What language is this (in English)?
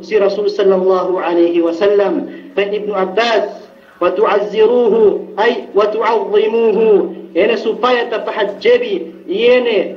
Yakan